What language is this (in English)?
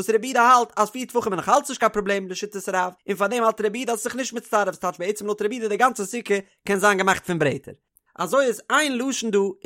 Yiddish